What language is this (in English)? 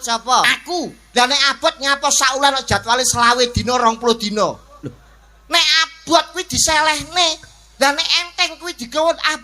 Javanese